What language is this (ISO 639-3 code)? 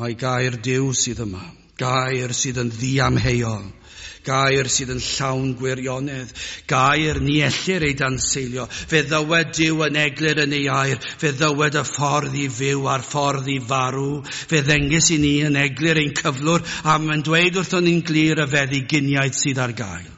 cym